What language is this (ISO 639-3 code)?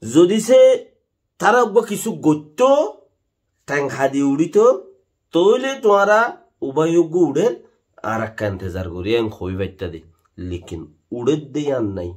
rhg